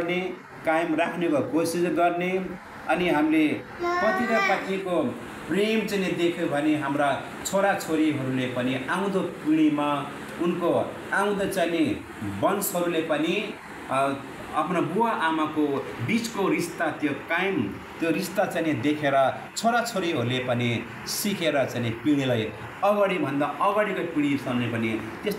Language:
Nepali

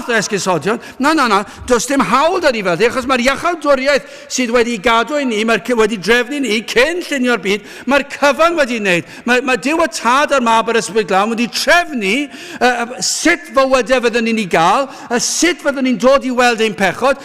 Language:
Welsh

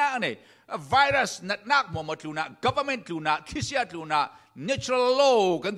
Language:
Falam Chin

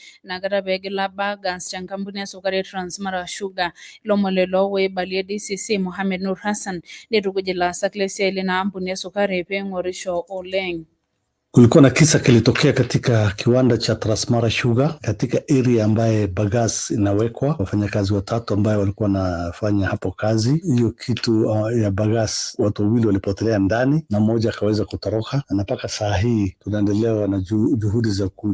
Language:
Masai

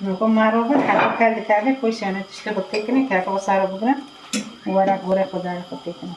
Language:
Kurdish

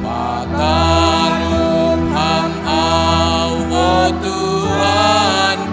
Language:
Batak Simalungun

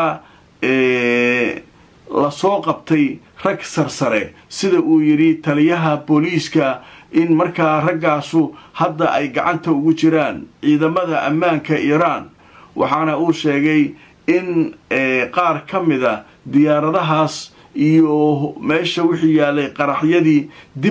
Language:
Somali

